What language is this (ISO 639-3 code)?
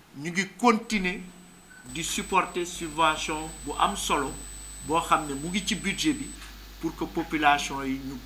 wol